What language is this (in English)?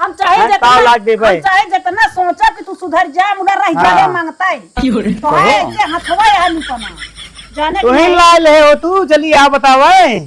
Awadhi